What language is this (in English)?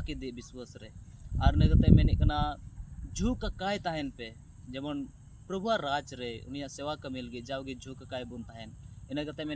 Santali